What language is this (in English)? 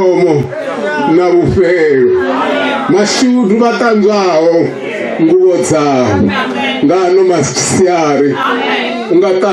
Venda